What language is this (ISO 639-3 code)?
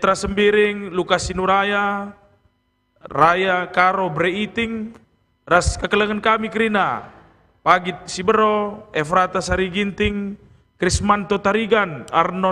btx